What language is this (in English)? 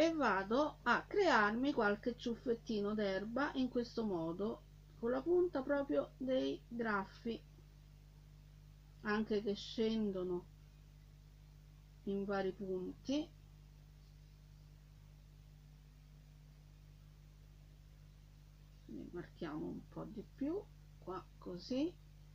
Italian